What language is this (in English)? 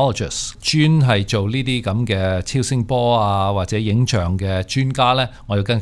Cantonese